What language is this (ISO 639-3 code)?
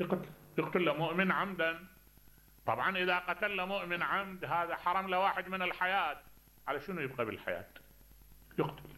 acm